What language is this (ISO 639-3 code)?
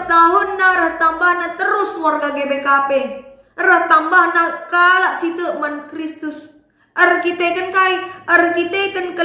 btx